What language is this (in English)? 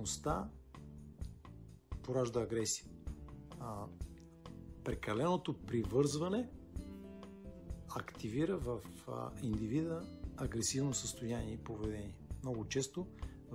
Bulgarian